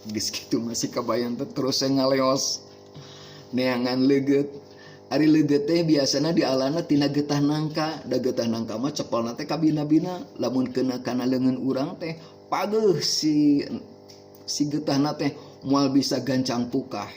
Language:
Sundanese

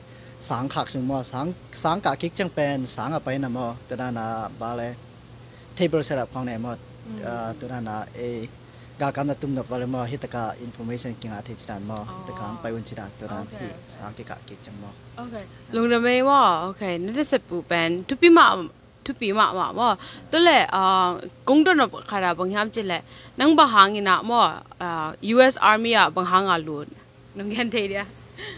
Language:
Tedim Chin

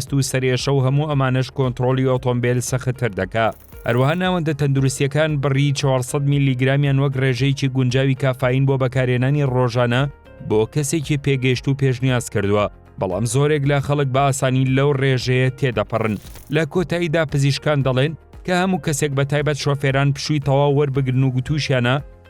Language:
Central Kurdish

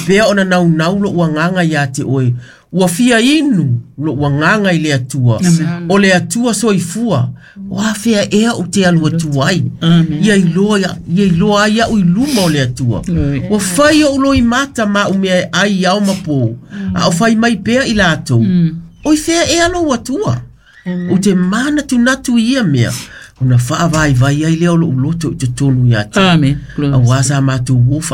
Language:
Samoan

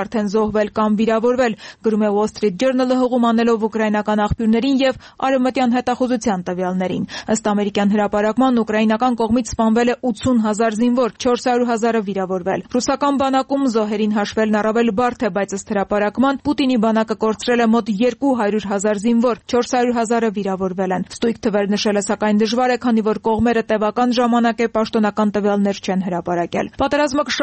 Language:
Armenian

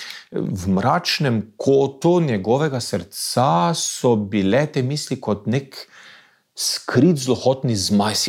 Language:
Slovenian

